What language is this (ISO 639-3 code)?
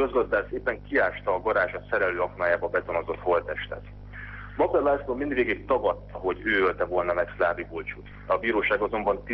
hun